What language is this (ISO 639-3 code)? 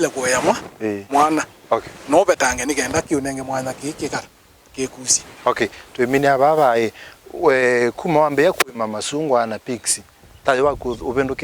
kam